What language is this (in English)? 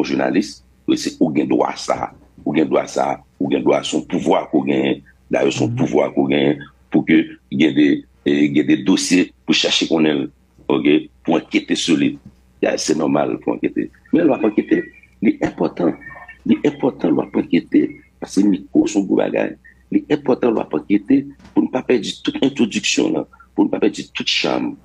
Haitian Creole